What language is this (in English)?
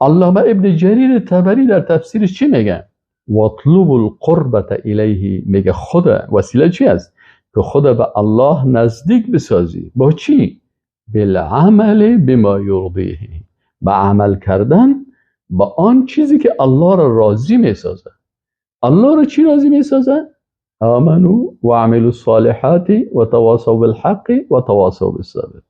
Persian